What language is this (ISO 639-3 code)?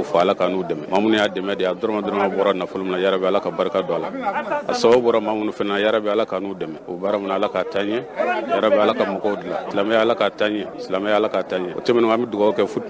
bam